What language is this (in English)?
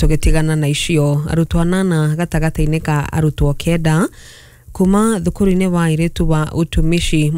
Kikuyu